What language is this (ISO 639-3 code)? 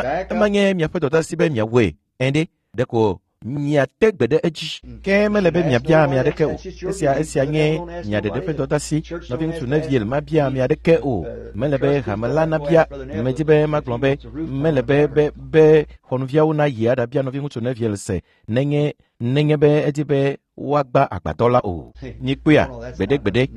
ewe